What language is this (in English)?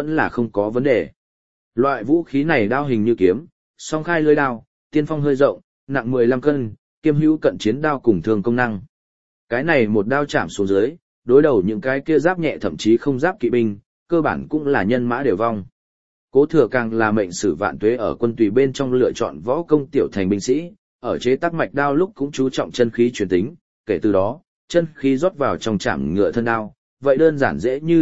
Vietnamese